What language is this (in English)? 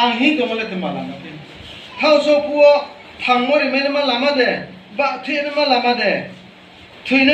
Riang (India)